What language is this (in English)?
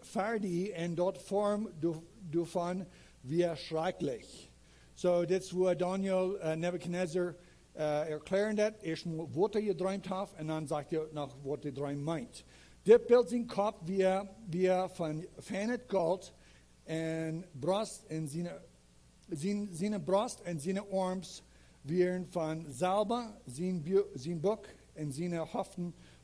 Plautdietsch